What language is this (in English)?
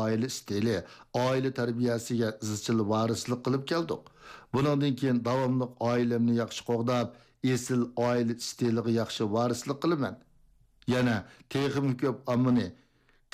Uyghur